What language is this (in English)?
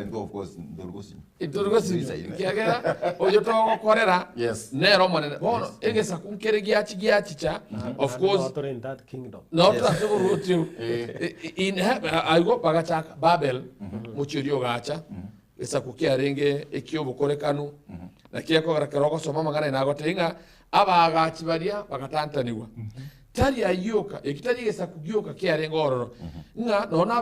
Gusii